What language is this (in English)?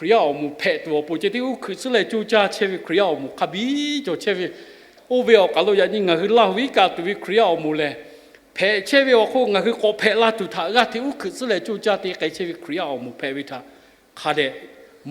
Lahu